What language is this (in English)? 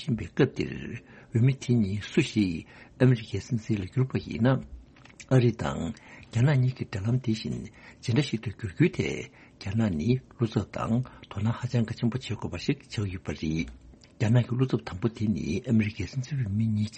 Tibetan